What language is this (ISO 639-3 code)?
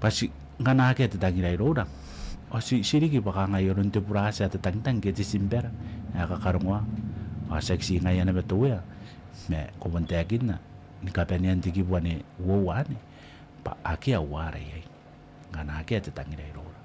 gil